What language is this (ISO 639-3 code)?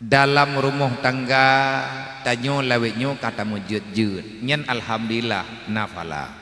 ace